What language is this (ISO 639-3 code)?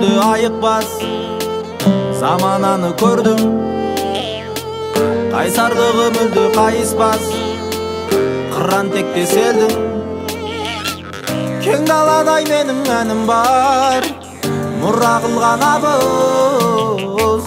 kaz